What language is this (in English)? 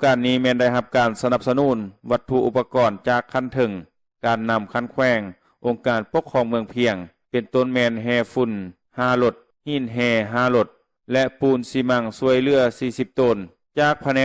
Lao